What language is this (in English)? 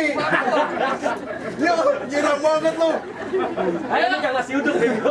Betawi